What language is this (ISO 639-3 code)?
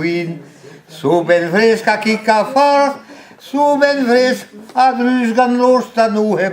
bre